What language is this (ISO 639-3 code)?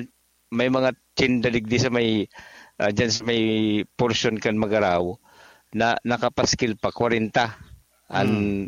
bik